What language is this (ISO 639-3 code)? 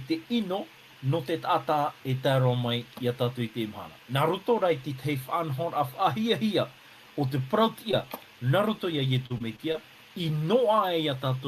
tah